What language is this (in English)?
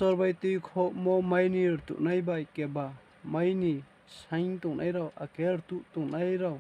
Riang (India)